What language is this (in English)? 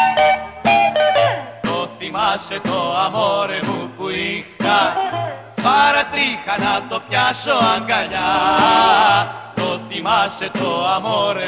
Greek